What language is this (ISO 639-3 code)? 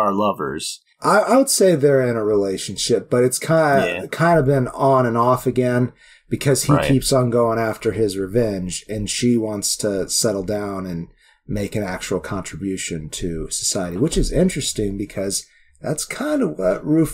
eng